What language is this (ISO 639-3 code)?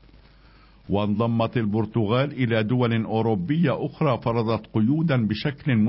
ara